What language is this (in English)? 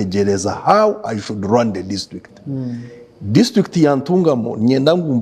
Nyankole